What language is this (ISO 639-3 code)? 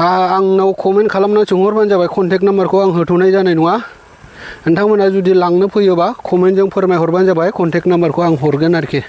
brx